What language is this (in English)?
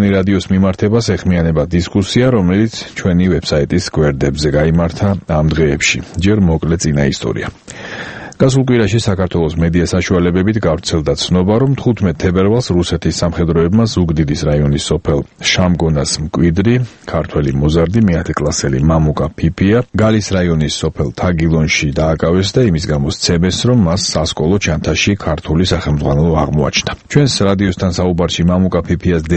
Georgian